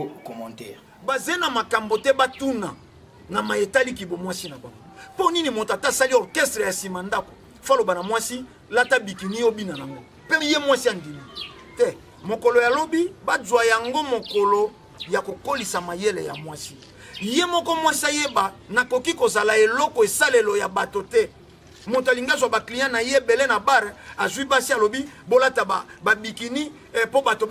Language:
Lingala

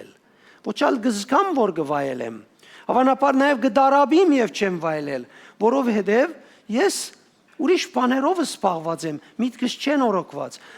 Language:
Western Armenian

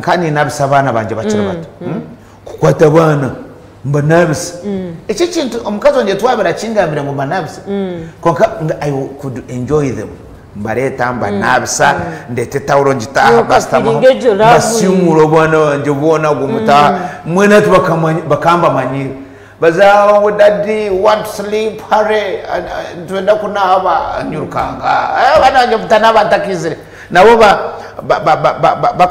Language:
Nyankole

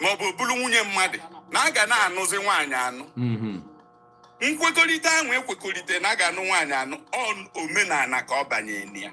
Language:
Igbo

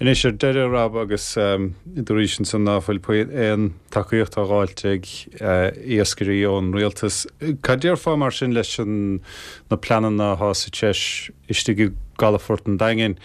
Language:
Irish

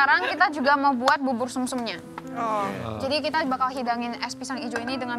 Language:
Indonesian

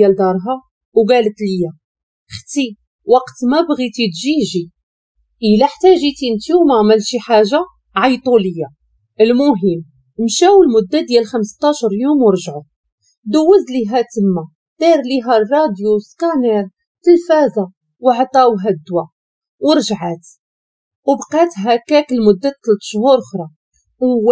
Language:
Moroccan Arabic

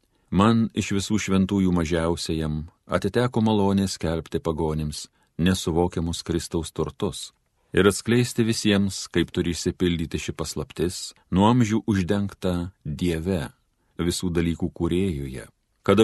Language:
Lithuanian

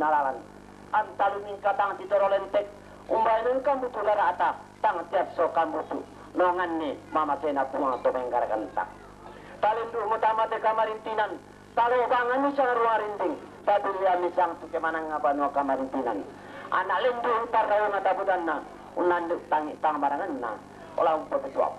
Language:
Toraja-Sa'dan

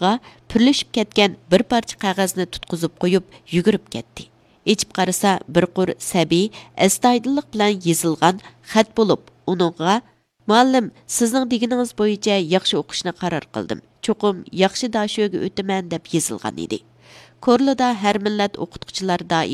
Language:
Uyghur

